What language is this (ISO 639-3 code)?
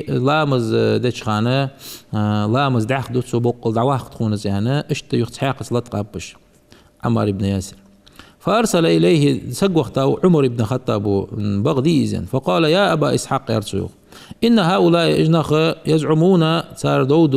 inh